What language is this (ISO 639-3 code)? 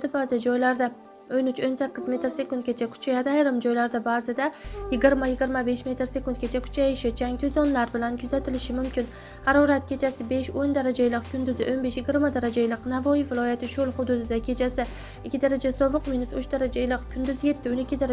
uzb